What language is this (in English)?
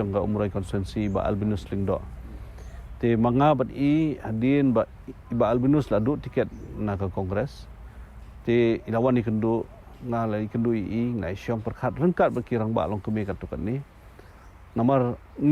Khasi